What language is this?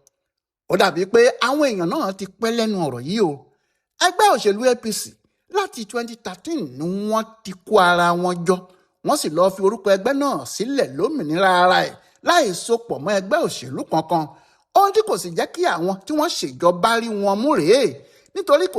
Yoruba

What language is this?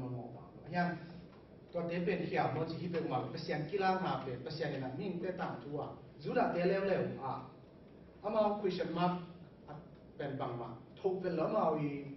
Tedim Chin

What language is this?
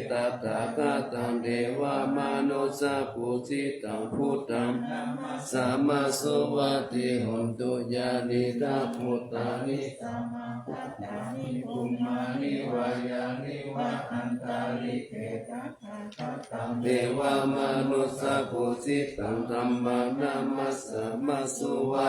Pali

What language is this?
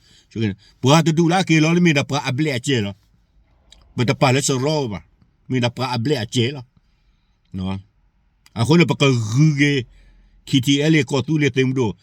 S'gaw Karen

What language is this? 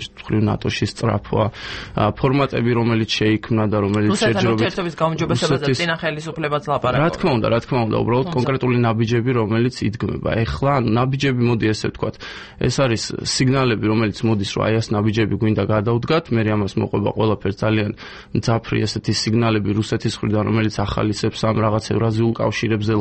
Georgian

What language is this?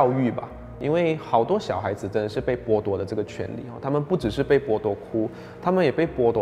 Chinese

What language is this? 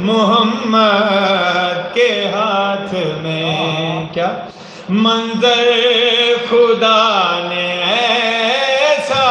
Saraiki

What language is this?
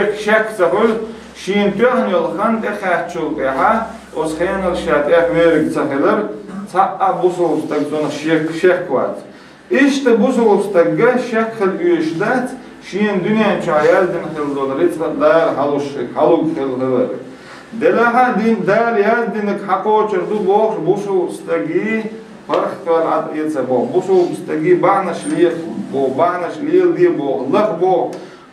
Chechen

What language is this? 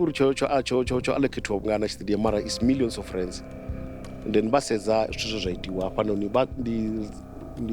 Venda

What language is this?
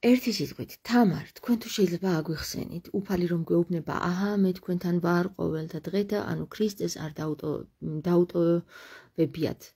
Georgian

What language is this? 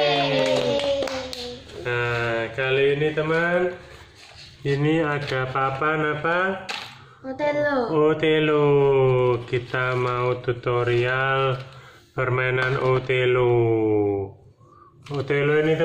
Indonesian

